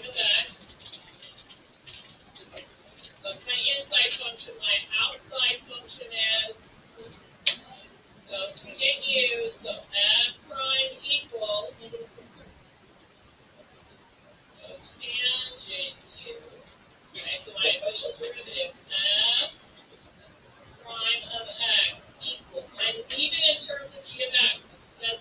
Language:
English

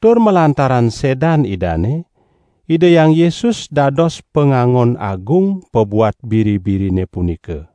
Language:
Balinese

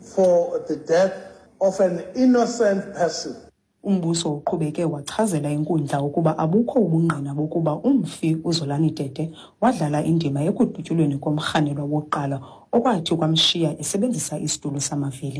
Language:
Xhosa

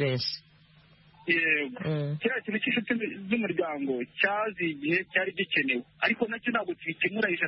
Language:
Kinyarwanda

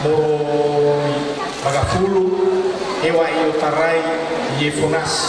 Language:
Nias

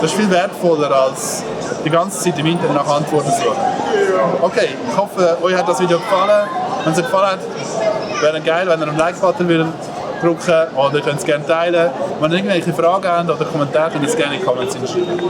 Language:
Swiss German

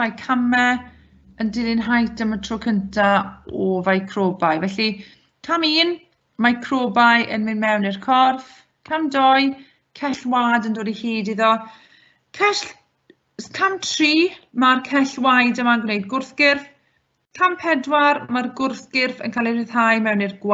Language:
Welsh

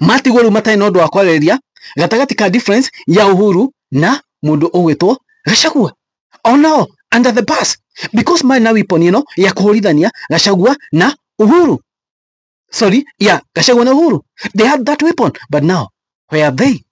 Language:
Kikuyu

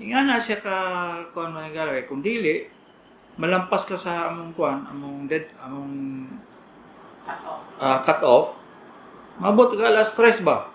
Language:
Cebuano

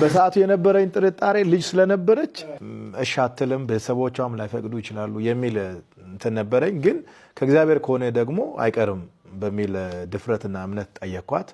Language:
Amharic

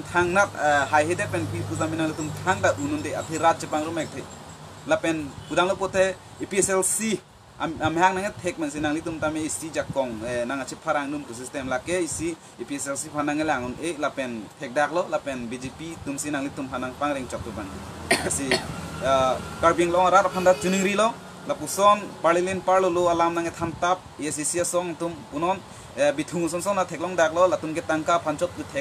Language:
Karbi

